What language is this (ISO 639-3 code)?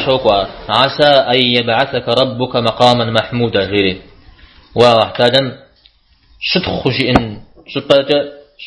kbd